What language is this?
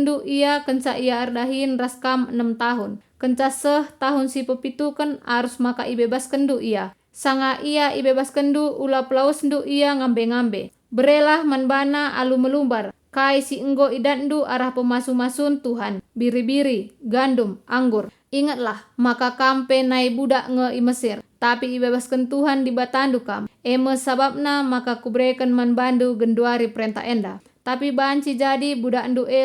Batak Karo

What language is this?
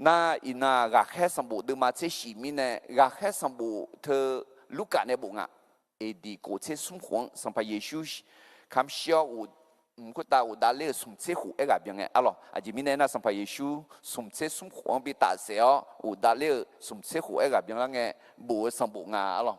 Akha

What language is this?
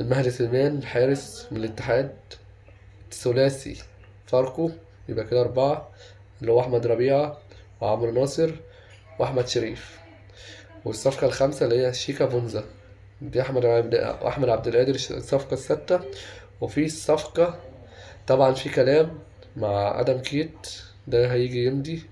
Egyptian Arabic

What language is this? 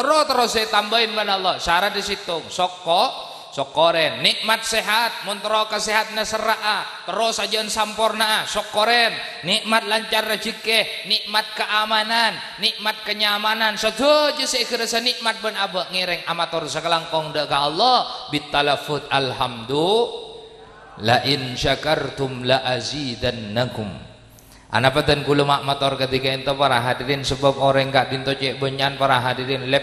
Madurese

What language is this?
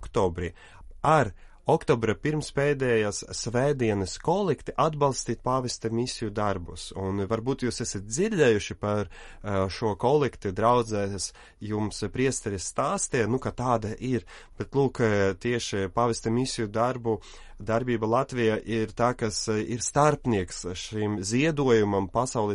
Latvian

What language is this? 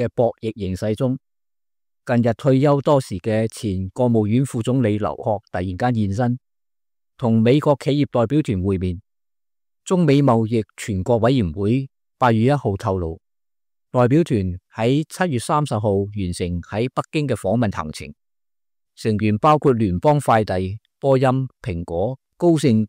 Cantonese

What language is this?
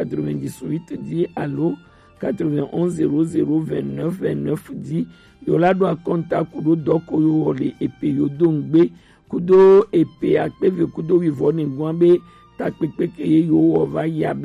Gen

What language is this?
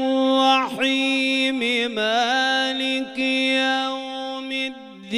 Arabic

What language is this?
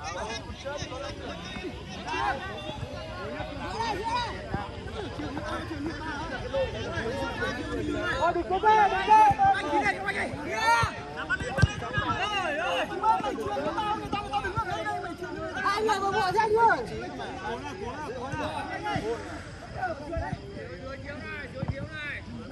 Vietnamese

